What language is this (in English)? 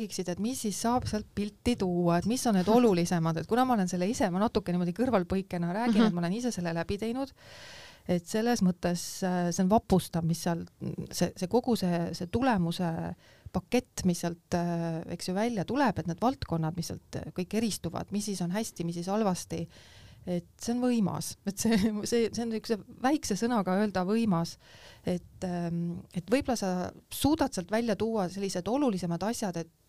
Estonian